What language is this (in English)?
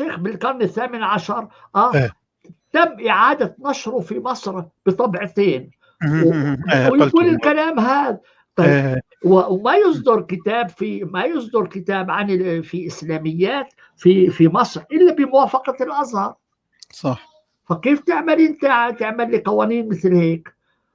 North Levantine Arabic